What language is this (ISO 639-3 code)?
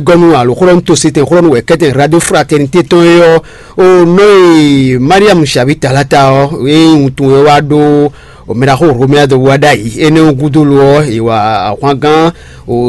fon